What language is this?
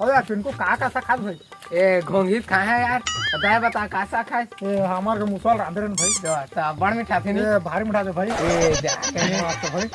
Chhattisgarhi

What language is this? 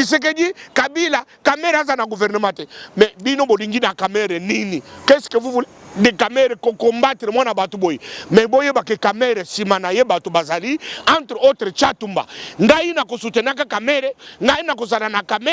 Lingala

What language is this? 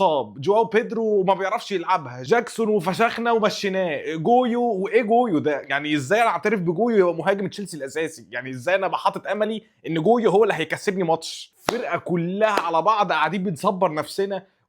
Egyptian Arabic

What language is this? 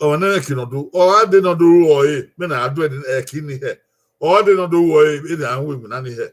Bini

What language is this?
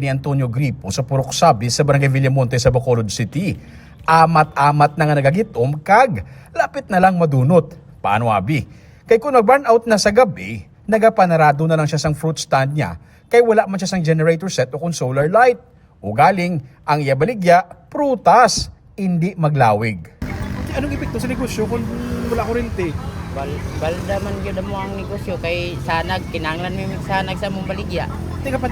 Hiligaynon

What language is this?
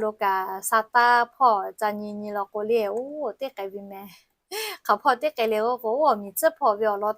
Lahu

